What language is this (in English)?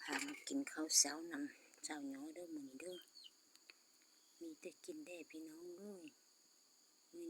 Lao